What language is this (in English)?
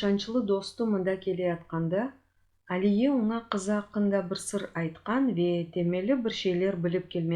Crimean Tatar